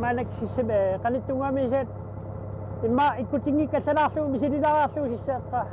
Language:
Kalaallisut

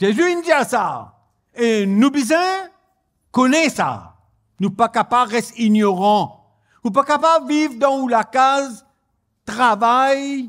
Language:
Morisyen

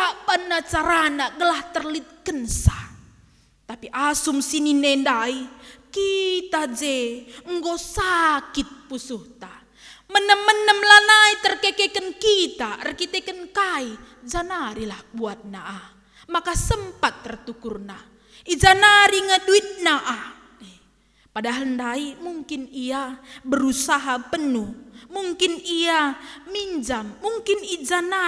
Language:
Batak Karo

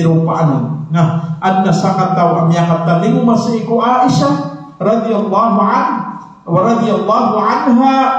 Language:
Maranao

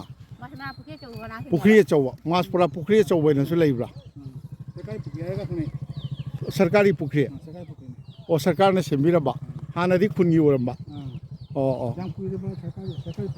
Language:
Manipuri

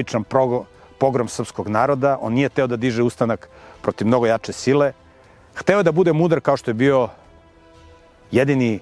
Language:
Serbian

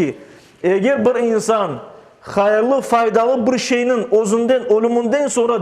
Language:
Crimean Tatar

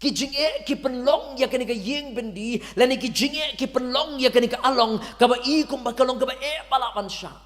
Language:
Khasi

